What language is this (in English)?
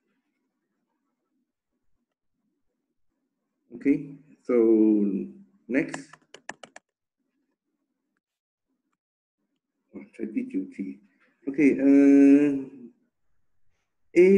Chinese